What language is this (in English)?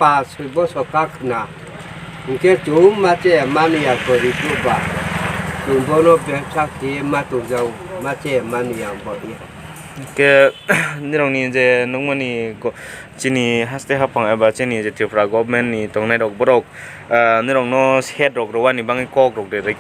Kok Borok